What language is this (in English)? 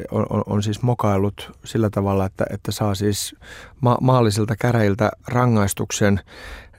Finnish